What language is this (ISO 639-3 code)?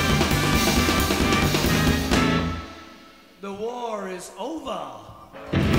eng